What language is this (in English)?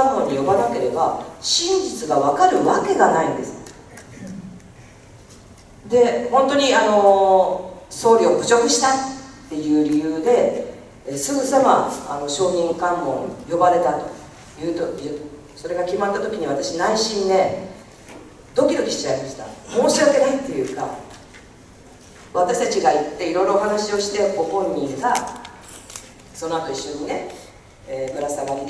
Japanese